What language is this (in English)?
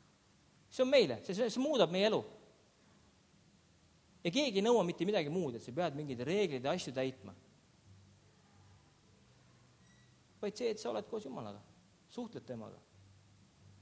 Estonian